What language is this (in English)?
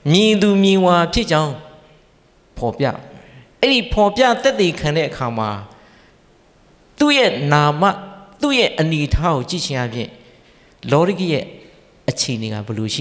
Burmese